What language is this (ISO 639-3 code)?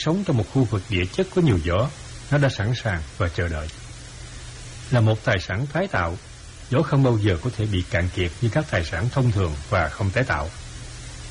vie